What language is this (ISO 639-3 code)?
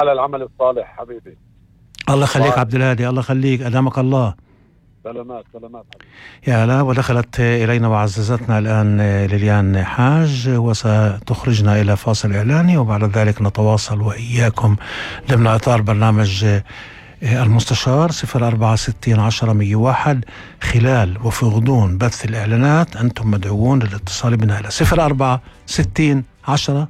apc